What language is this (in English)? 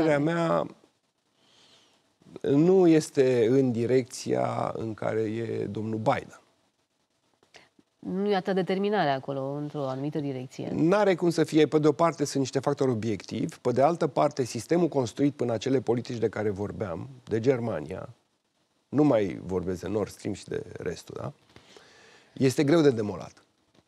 Romanian